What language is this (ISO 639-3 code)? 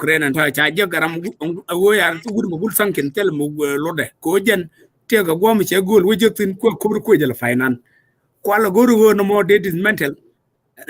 nus